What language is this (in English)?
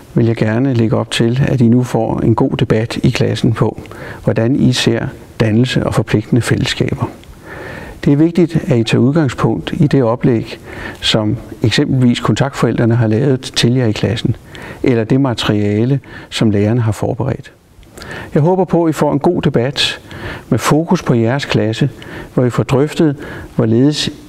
Danish